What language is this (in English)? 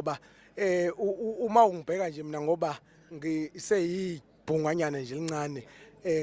Zulu